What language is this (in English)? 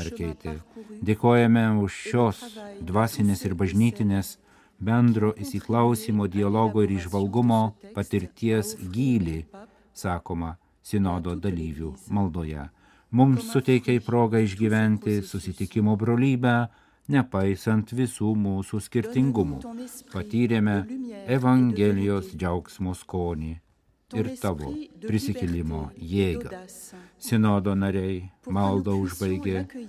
Lithuanian